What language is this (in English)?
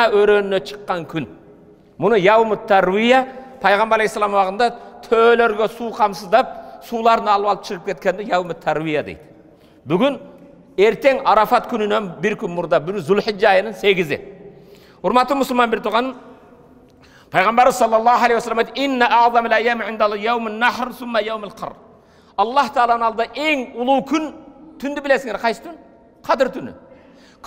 Kyrgyz